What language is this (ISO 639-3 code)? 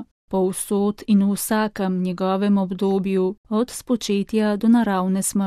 slv